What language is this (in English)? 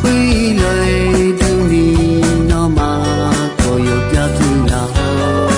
Akha